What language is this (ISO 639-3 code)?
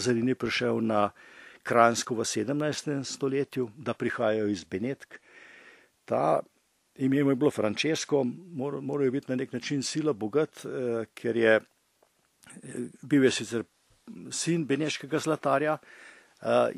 slv